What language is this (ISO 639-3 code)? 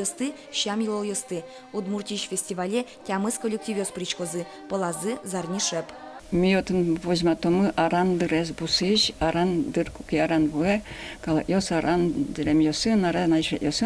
udm